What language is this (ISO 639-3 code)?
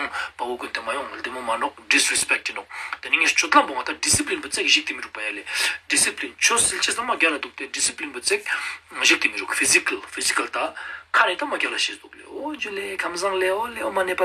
lbj